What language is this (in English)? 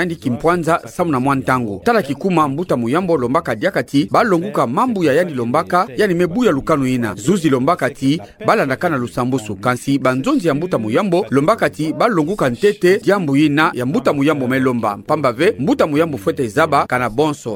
Kituba (Democratic Republic of Congo)